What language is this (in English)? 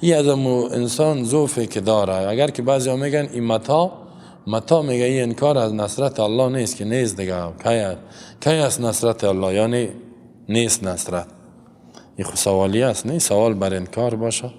Persian